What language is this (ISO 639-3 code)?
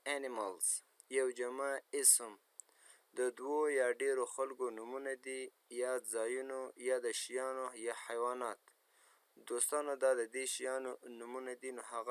pus